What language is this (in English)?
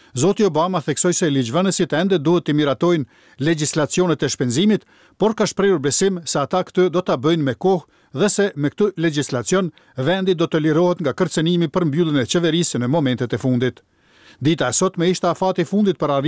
Albanian